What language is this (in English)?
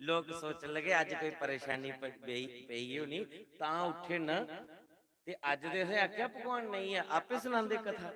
Dogri